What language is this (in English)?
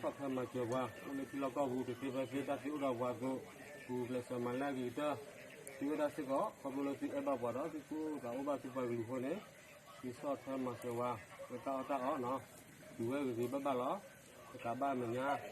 S'gaw Karen